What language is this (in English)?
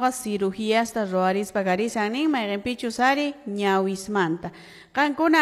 Quechua